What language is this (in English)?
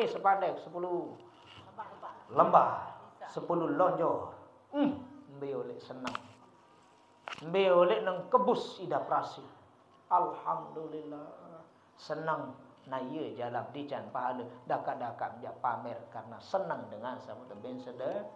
Sasak